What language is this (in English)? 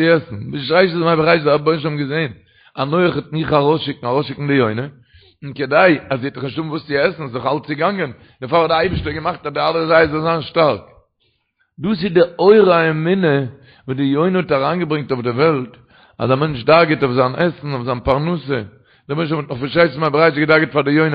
Yiddish